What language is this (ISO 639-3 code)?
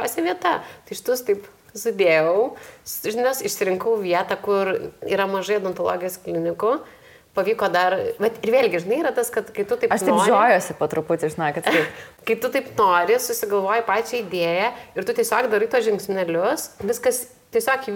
lit